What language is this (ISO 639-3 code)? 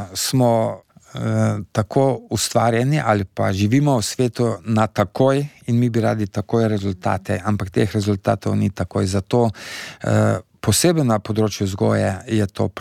slv